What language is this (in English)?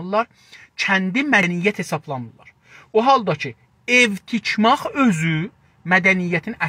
South Azerbaijani